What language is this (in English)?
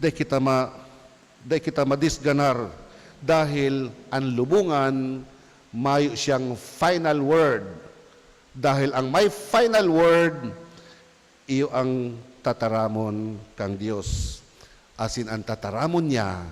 Bikol